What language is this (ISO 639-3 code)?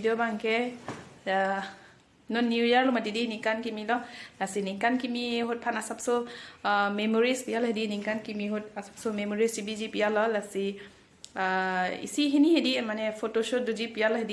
mjw